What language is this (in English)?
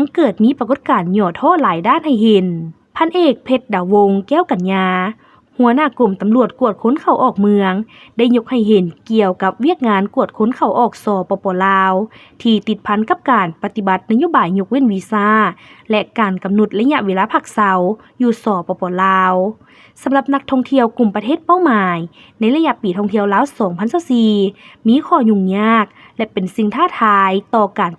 Lao